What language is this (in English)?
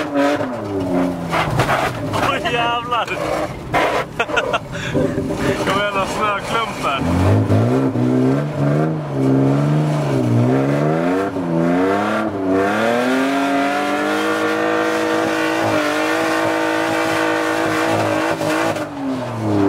Swedish